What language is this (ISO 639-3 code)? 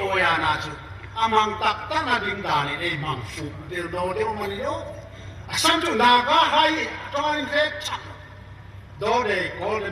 hmr